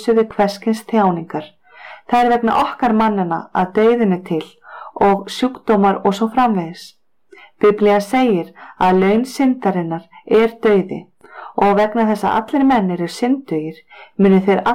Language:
Icelandic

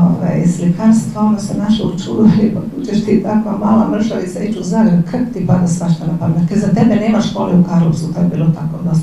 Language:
Croatian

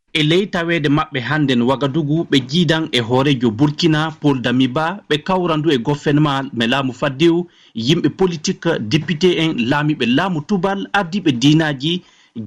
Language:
Fula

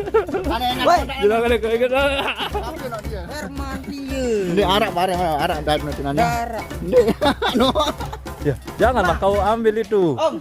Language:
Sasak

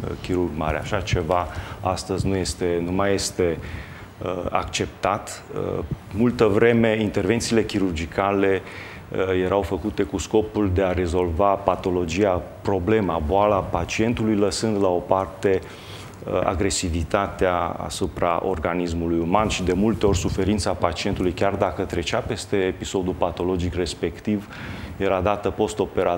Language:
Romanian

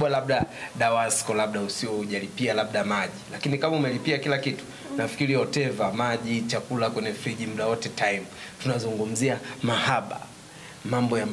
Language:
Swahili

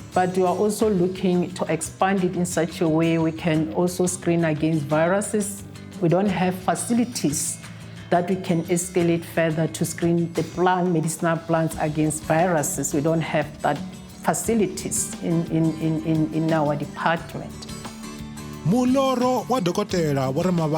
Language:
Venda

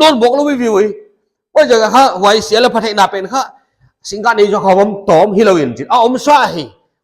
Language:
Paite Chin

